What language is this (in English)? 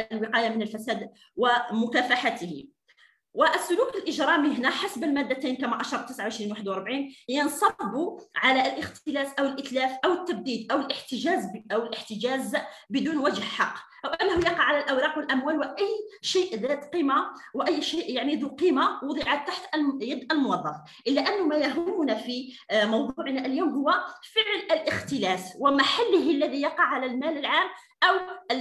Arabic